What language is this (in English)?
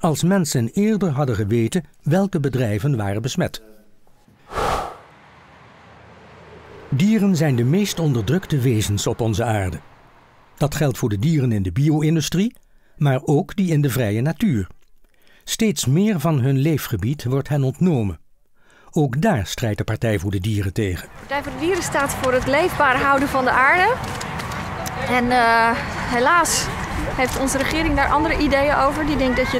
Dutch